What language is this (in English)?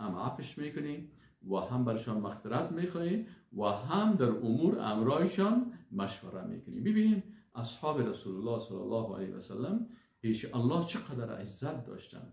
Persian